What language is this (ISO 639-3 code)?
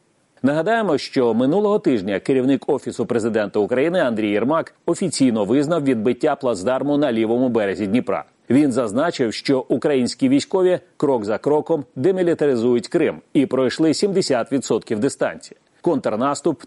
ukr